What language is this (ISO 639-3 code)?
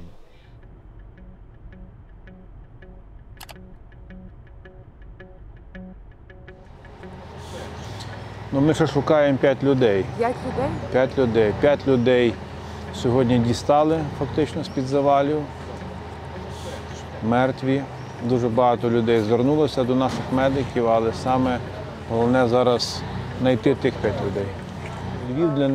ukr